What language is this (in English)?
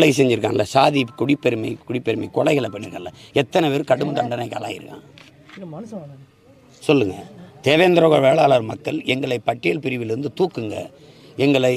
Tamil